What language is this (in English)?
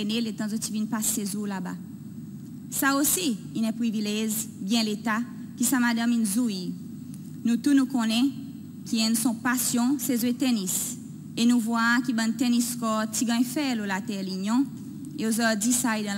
Seselwa Creole French